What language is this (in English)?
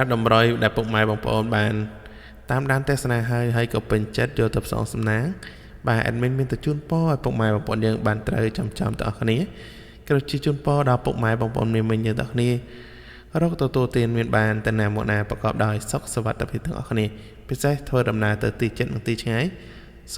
Khmer